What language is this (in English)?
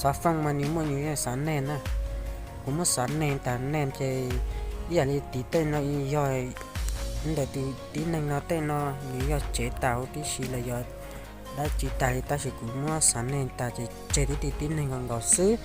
Hmong